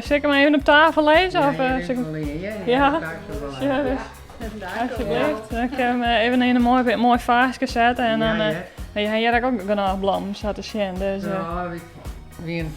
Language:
Western Frisian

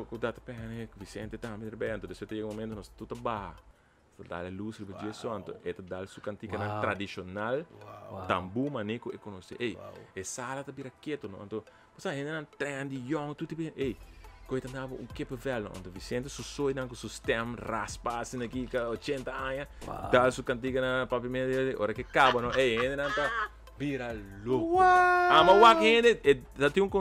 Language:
Papiamento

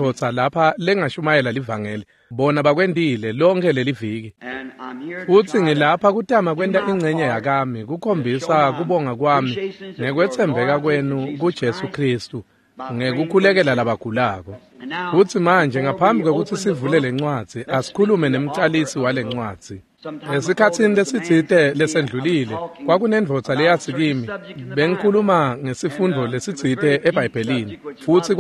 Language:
Swati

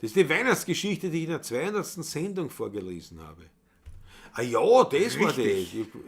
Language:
Bavarian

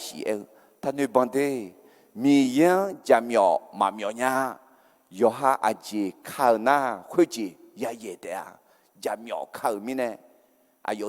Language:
Akha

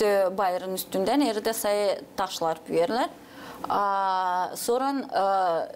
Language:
Gagauz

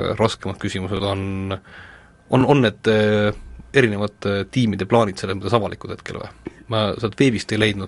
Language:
Estonian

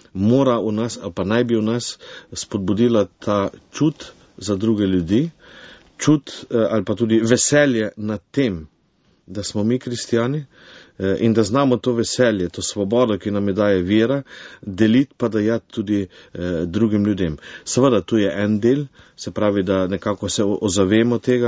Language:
Slovenian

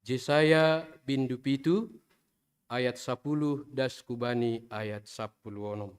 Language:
Batak Simalungun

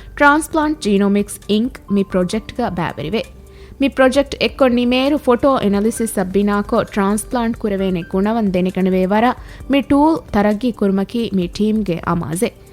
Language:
Divehi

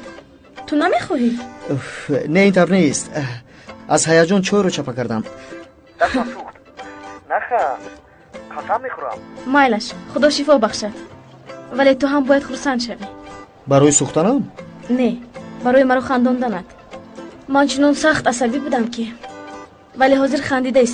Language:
Tajik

